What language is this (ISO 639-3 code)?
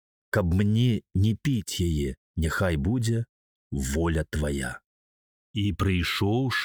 bel